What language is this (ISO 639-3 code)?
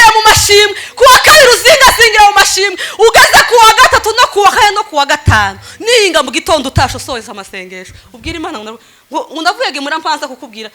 run